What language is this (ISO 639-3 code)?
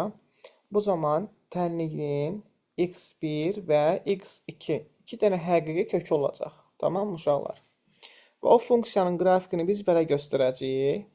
aze